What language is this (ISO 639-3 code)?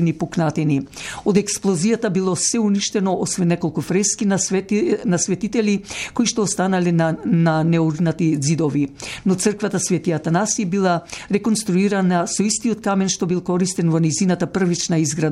mkd